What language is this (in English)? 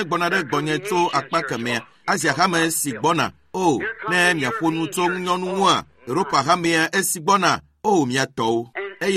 Ewe